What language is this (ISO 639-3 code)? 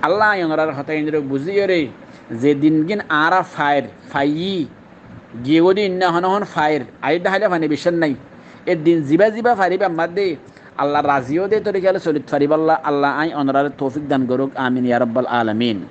rhg